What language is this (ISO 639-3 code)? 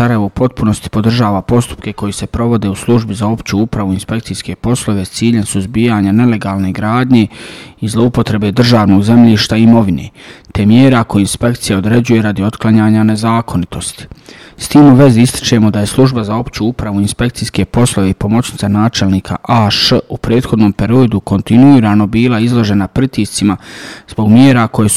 bos